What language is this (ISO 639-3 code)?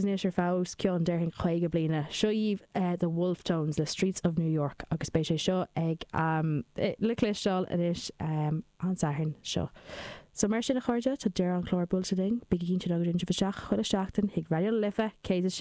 gle